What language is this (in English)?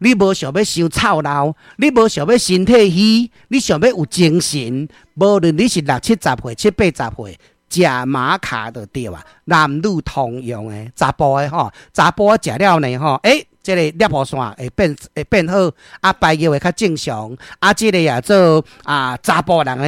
Min Nan Chinese